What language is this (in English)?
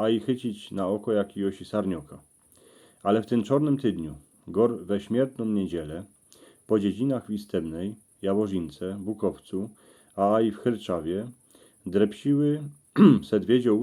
Silesian